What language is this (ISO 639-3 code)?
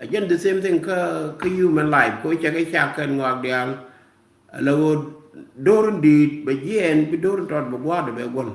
nus